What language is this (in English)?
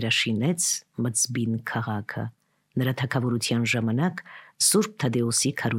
Armenian